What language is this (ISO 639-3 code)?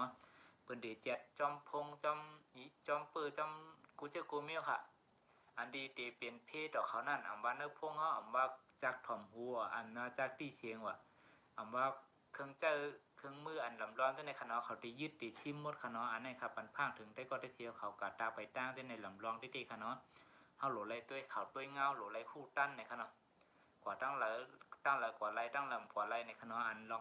shn